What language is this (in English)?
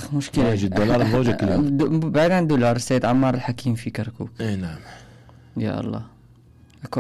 Mesopotamian Arabic